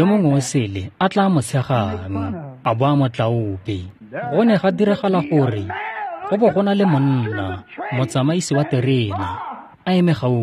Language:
Tswana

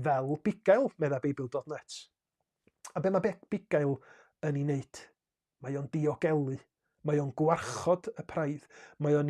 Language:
Welsh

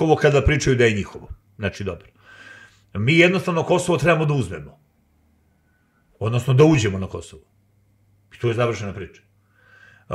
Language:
Serbian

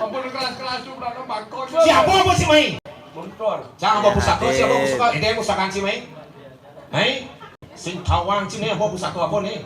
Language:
Balinese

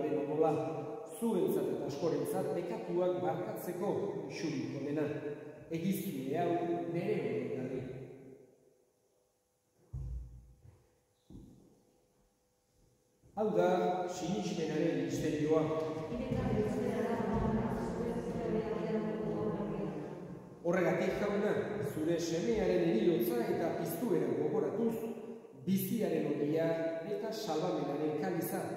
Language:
Basque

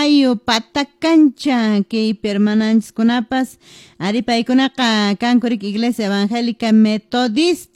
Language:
Quechua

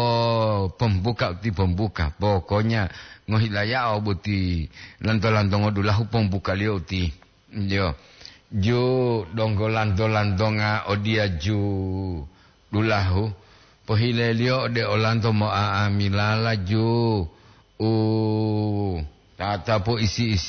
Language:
Gorontalo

